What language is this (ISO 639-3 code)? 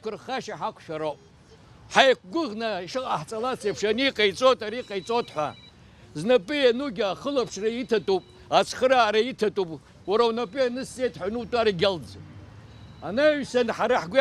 abk